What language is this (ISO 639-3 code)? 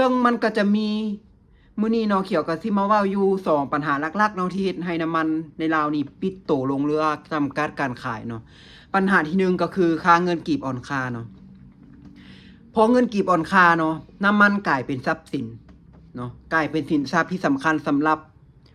lao